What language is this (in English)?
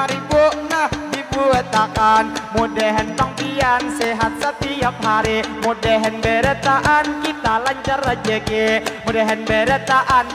Banjar